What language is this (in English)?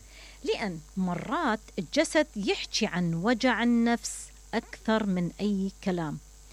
Mesopotamian Arabic